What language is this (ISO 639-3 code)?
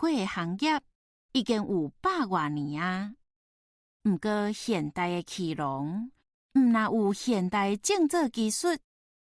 nan